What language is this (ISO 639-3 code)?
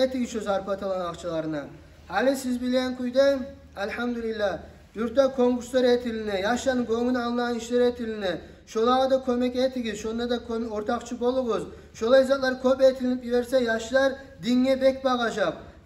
kum